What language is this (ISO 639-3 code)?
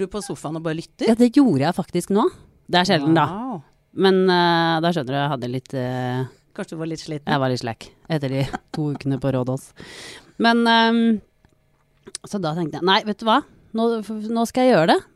nor